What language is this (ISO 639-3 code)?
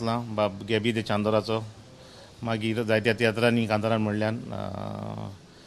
kok